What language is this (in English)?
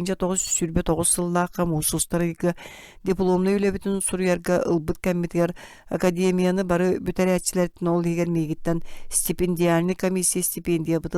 Yakut